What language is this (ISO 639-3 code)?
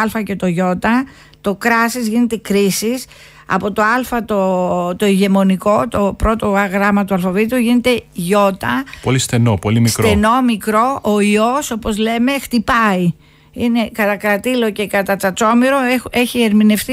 ell